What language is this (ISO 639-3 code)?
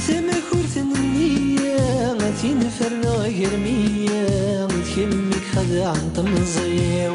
kab